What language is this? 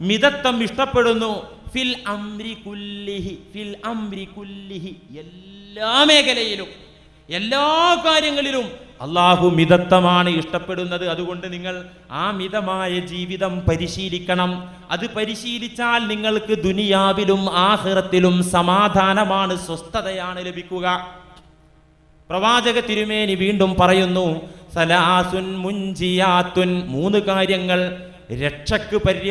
Malayalam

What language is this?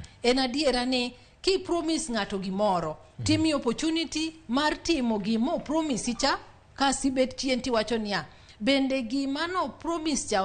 Luo (Kenya and Tanzania)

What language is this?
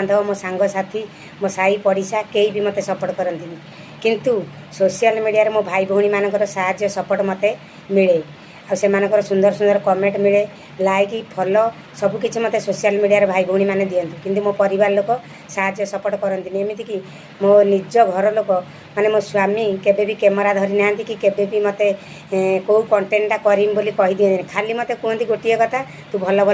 Odia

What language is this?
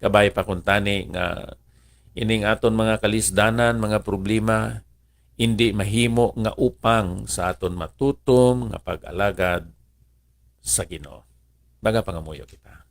Hiligaynon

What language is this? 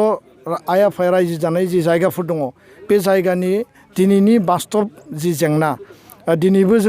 Bodo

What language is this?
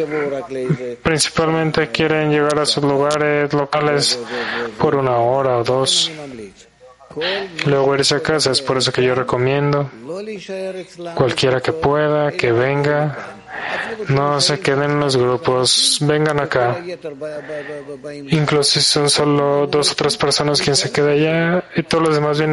Spanish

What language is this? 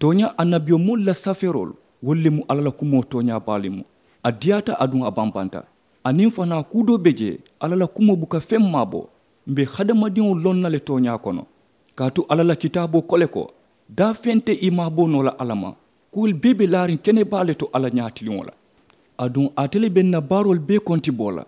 Mandingo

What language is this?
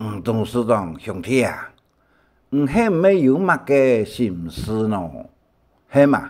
Hakka Chinese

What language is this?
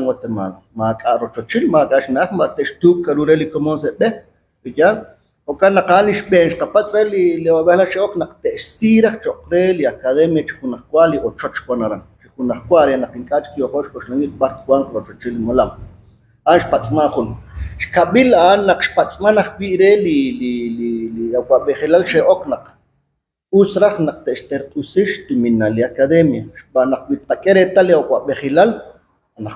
Kekchí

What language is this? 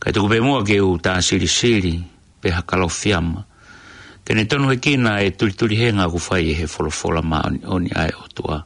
Tongan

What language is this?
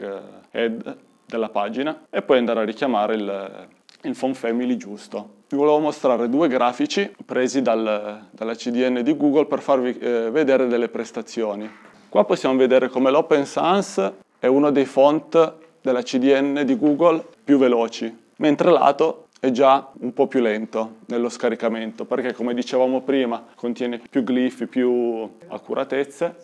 Italian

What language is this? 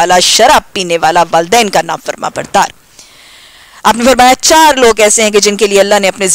Urdu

